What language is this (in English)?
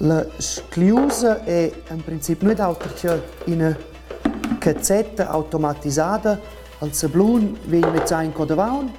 Romansh